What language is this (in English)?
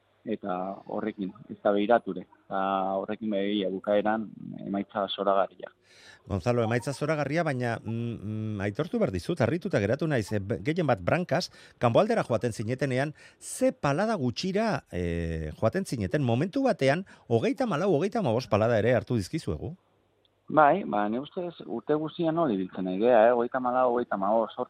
Basque